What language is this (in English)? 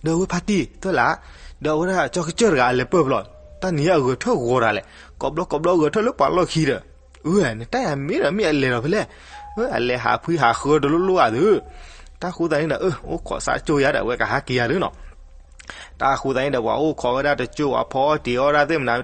S'gaw Karen